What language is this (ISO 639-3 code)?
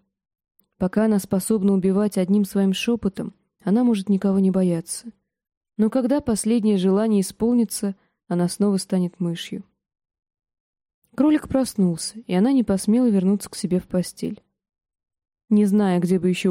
rus